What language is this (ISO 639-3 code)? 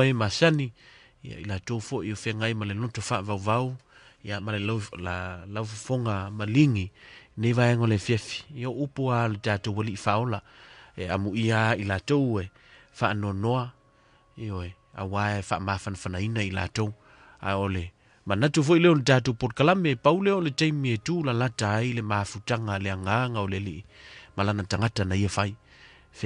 smo